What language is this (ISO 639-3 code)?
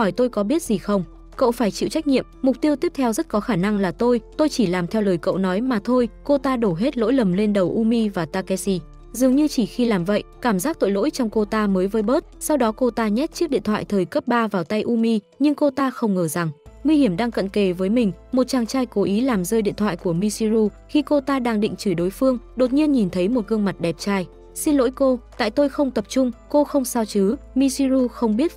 vie